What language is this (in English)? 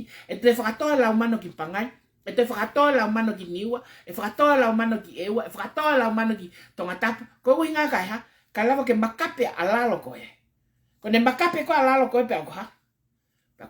Tongan